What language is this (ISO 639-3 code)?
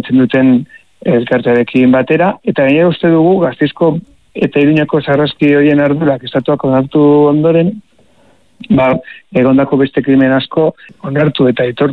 eus